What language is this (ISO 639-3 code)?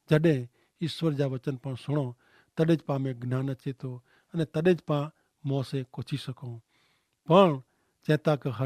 kfr